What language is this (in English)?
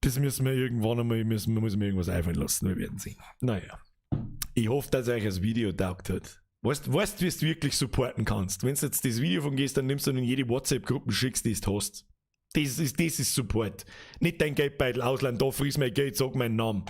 Bavarian